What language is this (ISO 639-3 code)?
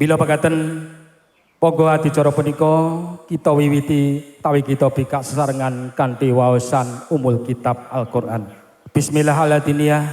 jav